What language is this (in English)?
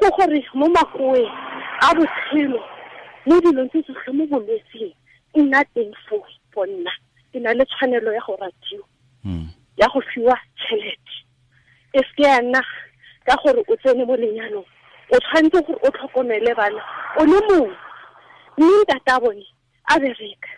Tswana